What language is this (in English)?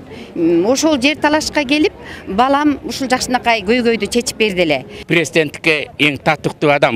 Kyrgyz